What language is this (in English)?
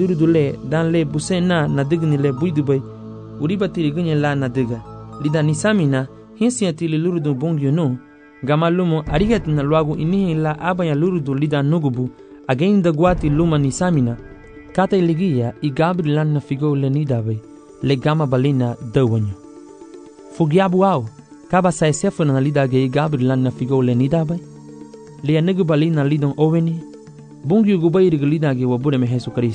Garifuna